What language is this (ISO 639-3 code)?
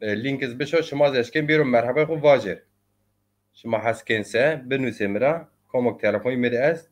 zza